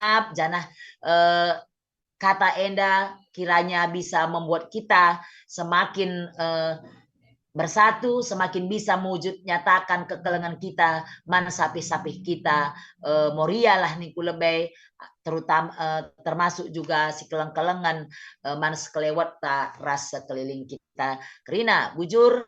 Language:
Batak Karo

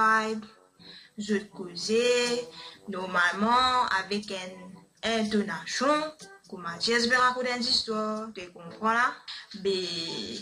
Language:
Morisyen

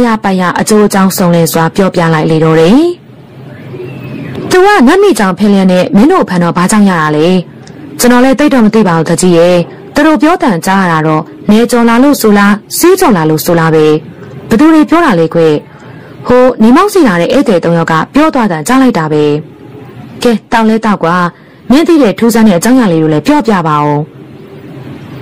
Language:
Burmese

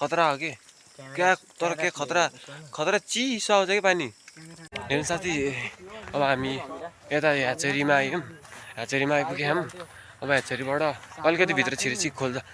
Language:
Nepali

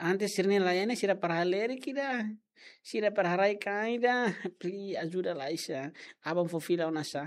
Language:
Tetum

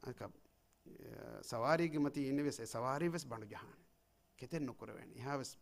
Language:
Divehi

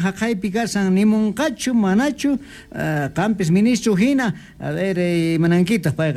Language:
Quechua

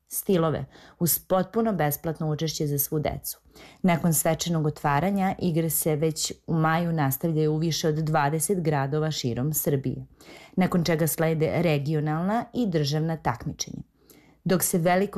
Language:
Serbian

